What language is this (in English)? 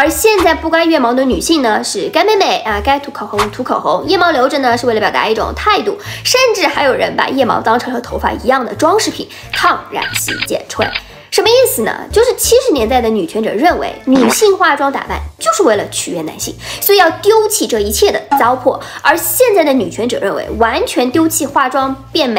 Chinese